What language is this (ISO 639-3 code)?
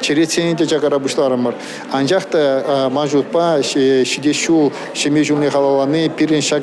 chv